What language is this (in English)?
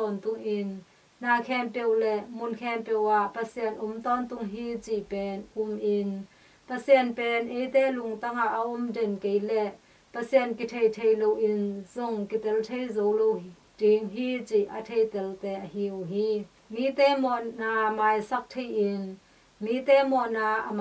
Tedim Chin